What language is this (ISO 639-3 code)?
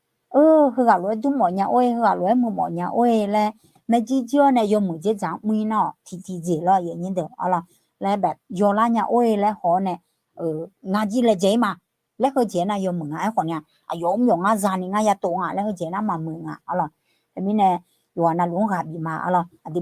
ahk